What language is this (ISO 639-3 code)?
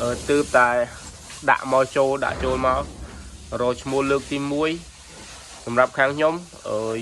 khm